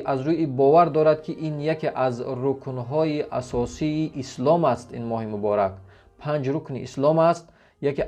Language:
Tajik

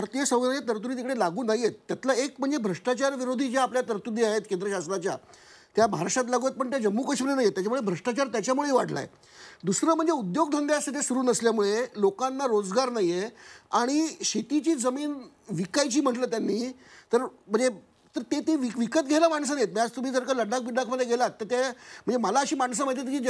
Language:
Marathi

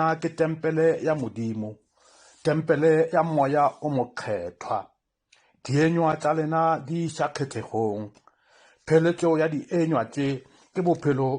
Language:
Northern Sotho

